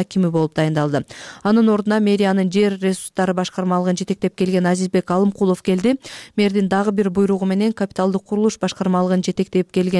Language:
Kyrgyz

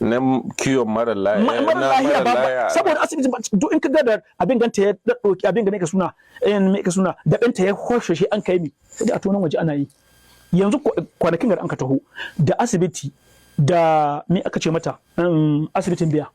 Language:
Hausa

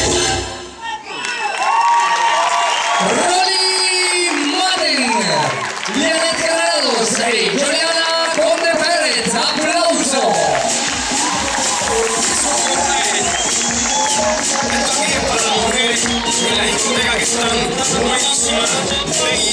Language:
Italian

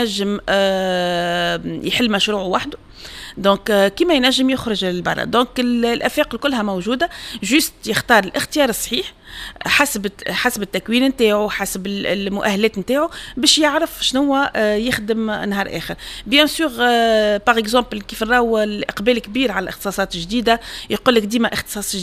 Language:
Tunisian Arabic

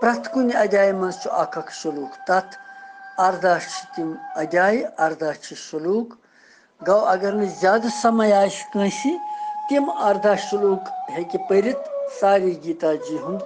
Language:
Kashmiri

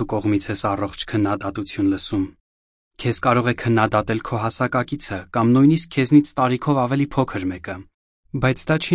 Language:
Armenian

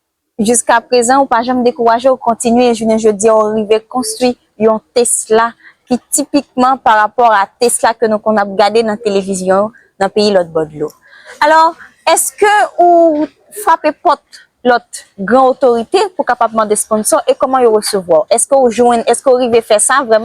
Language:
Haitian Creole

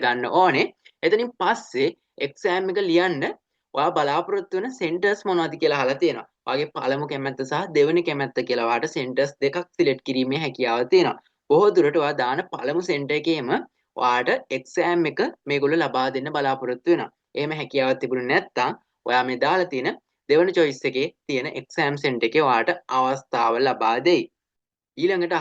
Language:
Sinhala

